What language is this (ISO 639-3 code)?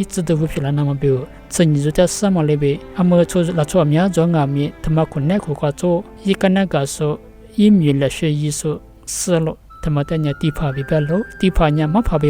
lis